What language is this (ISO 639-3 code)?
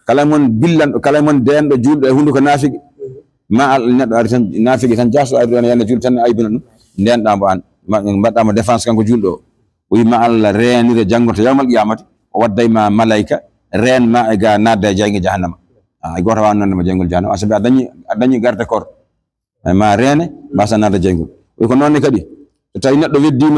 ful